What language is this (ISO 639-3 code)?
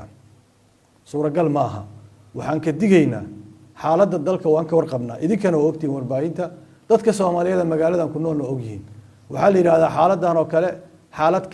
som